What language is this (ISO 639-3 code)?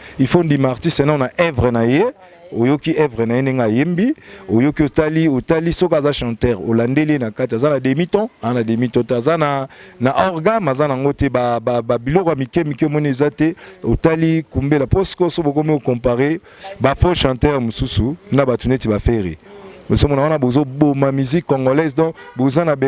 lin